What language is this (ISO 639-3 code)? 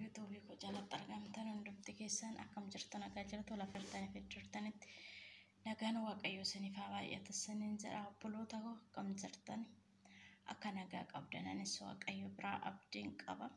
orm